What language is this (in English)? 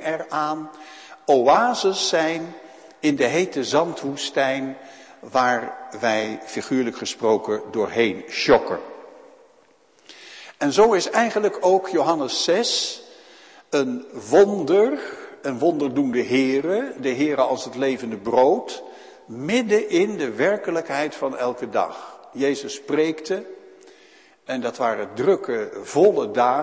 Dutch